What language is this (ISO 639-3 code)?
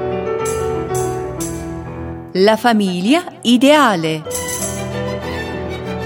ita